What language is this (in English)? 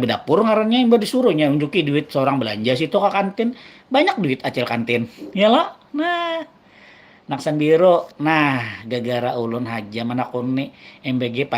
Banjar